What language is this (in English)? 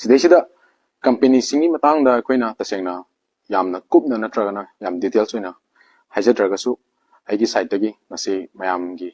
Manipuri